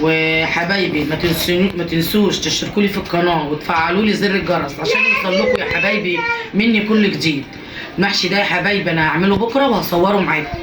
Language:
Egyptian Arabic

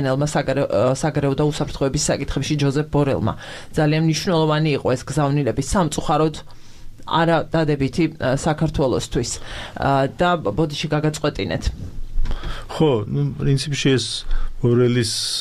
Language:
Georgian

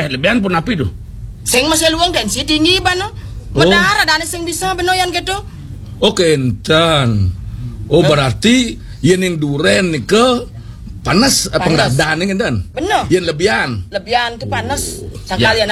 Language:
Balinese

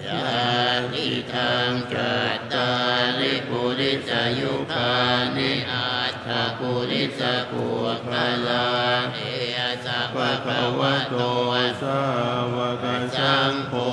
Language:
Pali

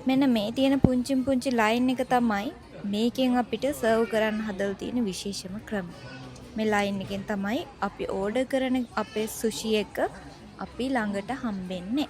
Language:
Sinhala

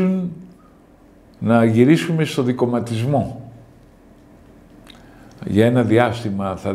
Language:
Greek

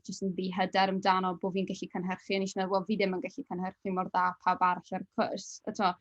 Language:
Welsh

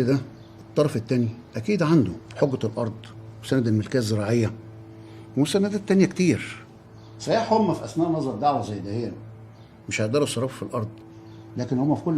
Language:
Egyptian Arabic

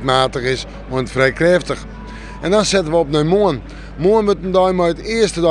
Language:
Western Frisian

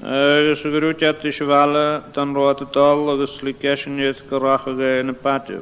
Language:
Scottish Gaelic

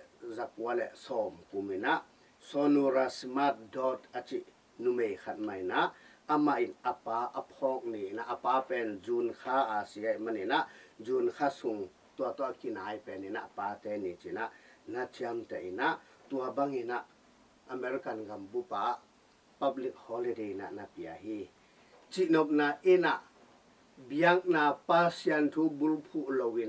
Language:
Tedim Chin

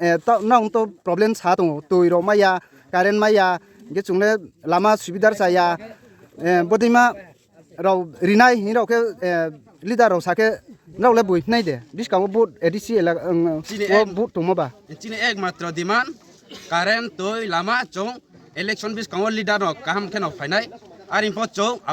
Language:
Riang (India)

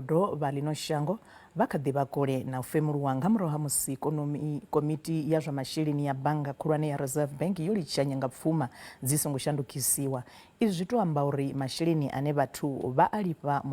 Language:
Venda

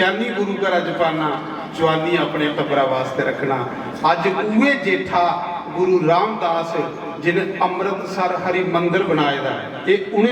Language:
Dogri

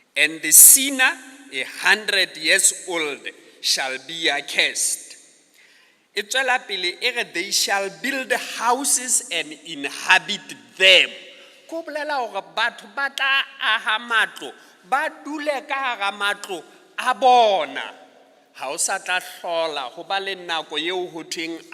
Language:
Southern Sotho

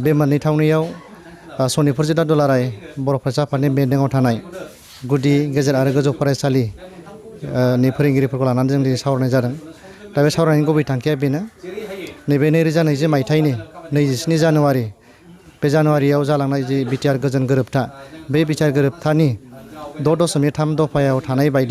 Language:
Bodo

